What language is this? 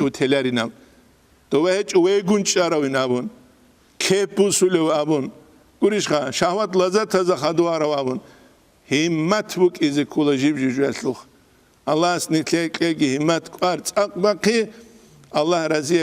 Avaric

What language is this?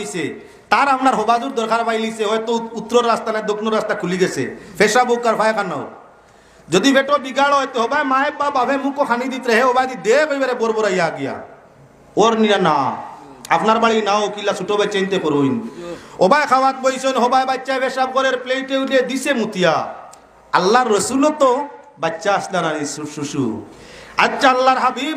Sylheti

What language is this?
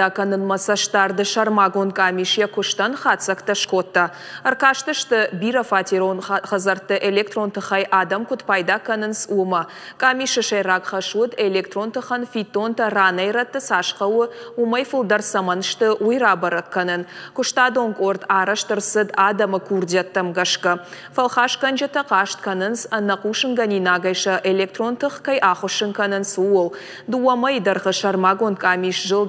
Ossetic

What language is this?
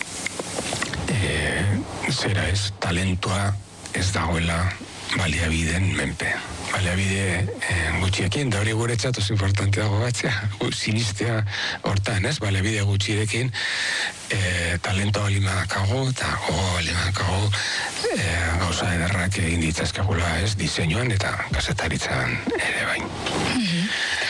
Basque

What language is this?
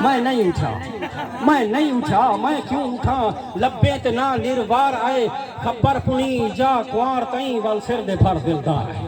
Saraiki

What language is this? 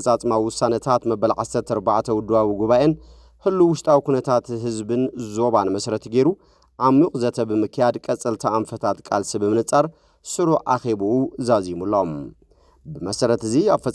Tigrinya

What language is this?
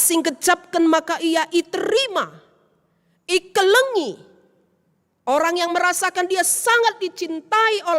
Batak Karo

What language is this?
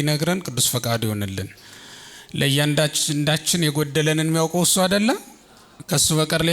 Amharic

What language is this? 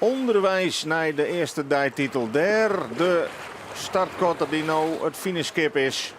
Western Frisian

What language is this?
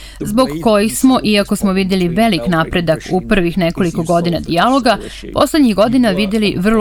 Serbian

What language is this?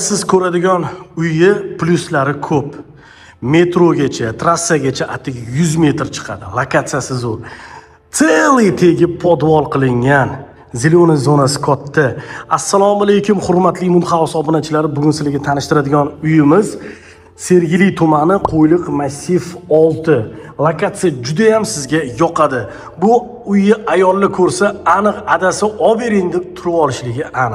Uzbek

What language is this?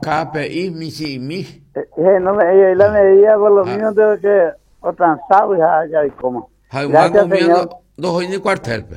Guarani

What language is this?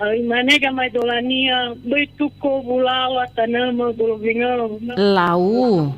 Nias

